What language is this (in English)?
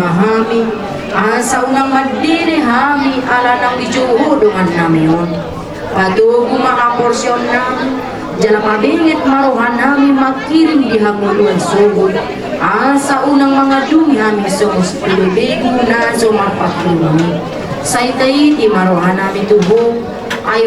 Batak Toba